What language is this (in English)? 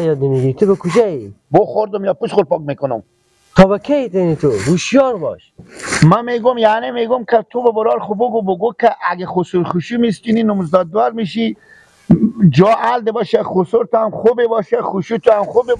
Persian